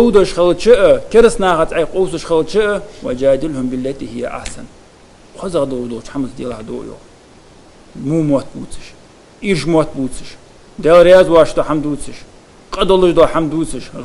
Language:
Ingush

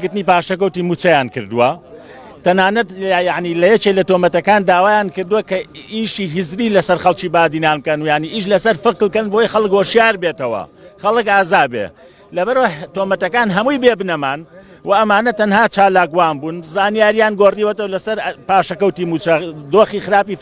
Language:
Central Kurdish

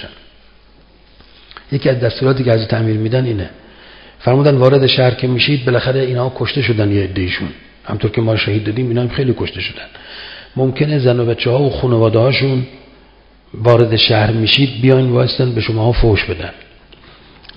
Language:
Persian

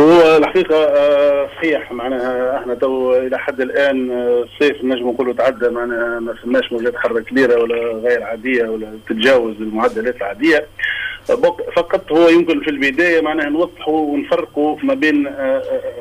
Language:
Tunisian Arabic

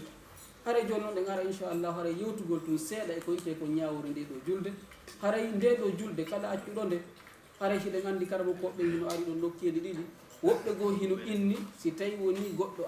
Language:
Fula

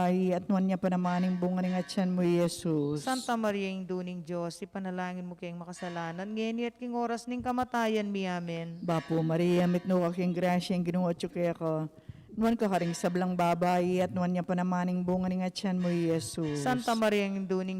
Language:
Pampanga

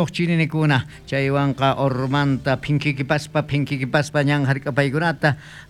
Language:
South Bolivian Quechua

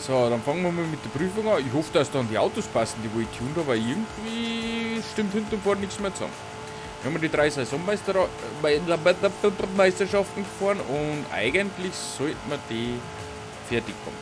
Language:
Bavarian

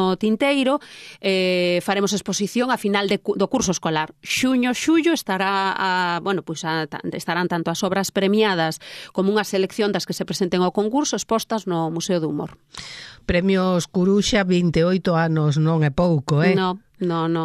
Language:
Galician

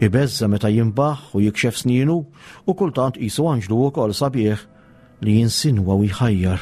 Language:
Maltese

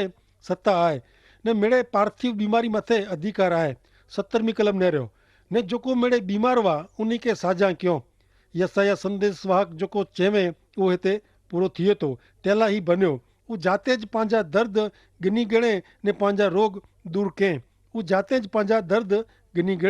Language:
Kachhi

